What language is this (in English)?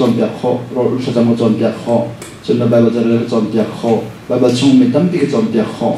Hakha Chin